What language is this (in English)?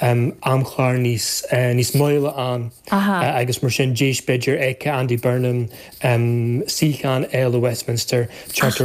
Irish